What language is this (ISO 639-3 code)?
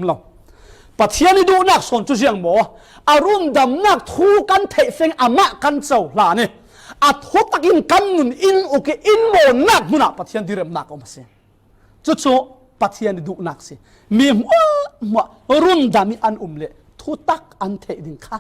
cfm